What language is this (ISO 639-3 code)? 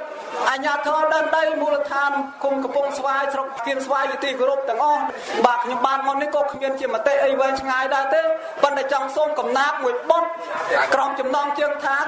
khm